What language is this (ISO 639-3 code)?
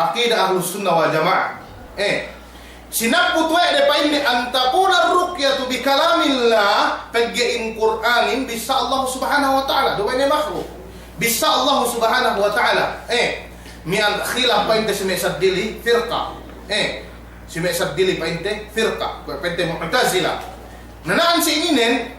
yka